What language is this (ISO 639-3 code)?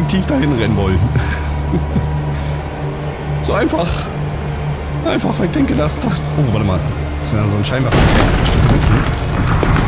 deu